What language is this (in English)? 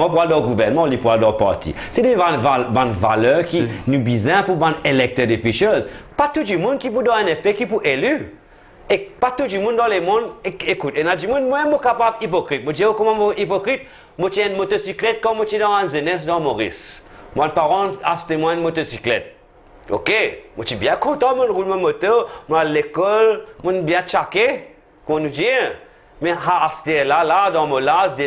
Morisyen